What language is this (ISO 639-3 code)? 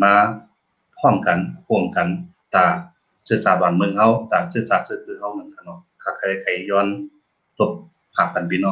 shn